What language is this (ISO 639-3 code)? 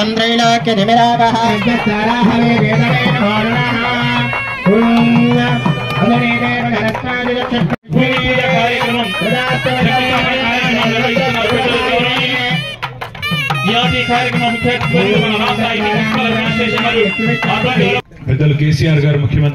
tel